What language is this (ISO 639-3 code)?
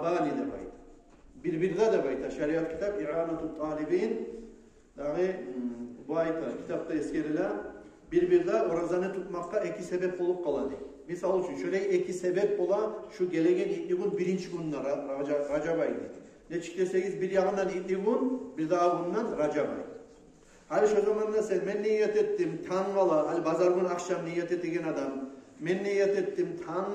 kum